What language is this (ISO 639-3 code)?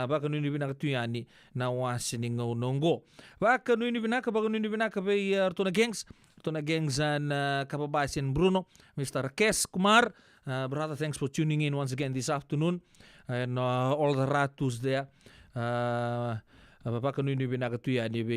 fij